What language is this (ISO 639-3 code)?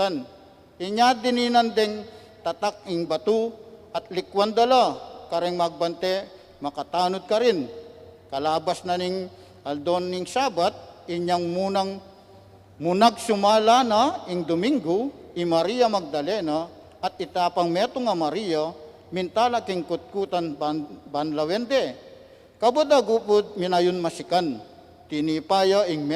pam